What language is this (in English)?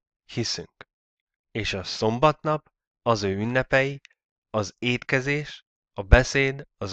Hungarian